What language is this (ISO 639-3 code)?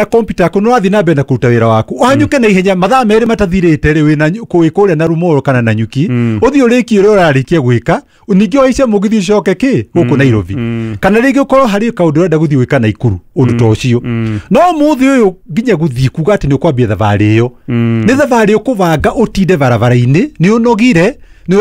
kik